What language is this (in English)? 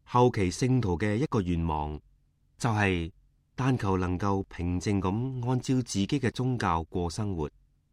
Cantonese